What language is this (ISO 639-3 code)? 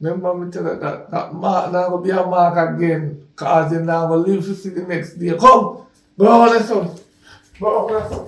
jam